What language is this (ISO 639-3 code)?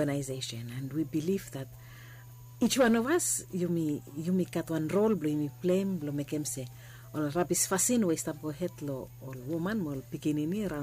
bis